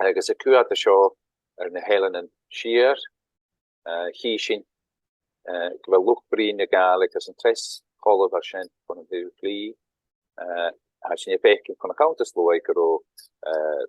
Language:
Scottish Gaelic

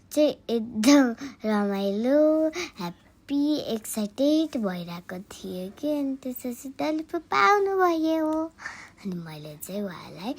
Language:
Nepali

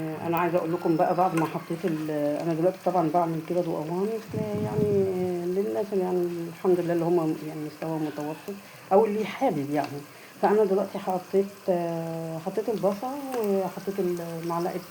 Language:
Egyptian Arabic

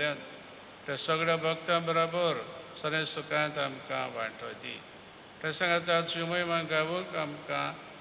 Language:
Konkani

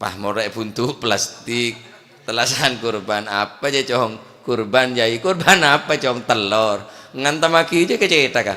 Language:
Madurese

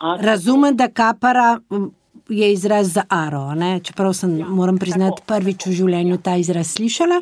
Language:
Slovenian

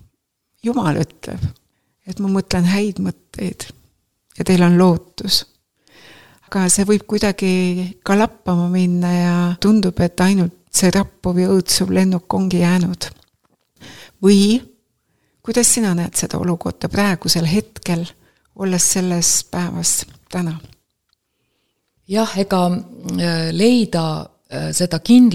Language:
Estonian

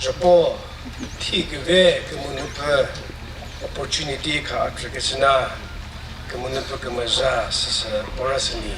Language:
Chokri Naga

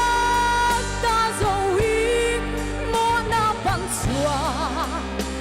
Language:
Paite Chin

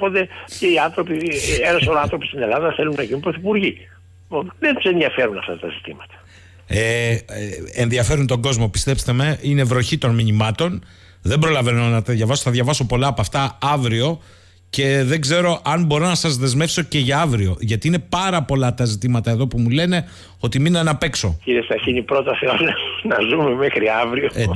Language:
Greek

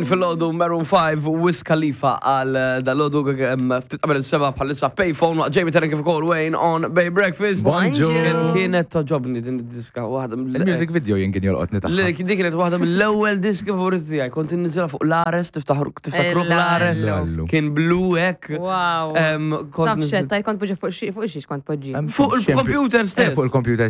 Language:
Maltese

